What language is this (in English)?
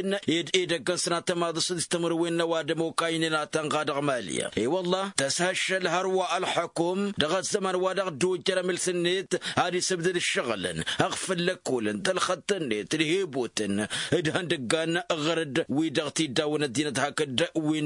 Tamasheq